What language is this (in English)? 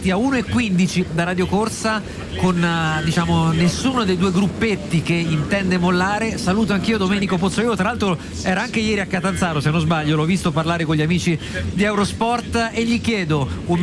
Italian